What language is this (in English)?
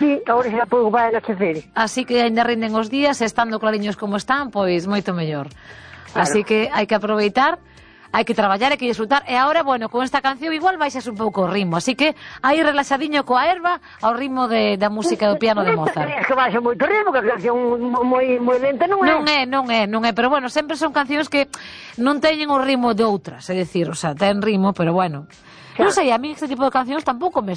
Galician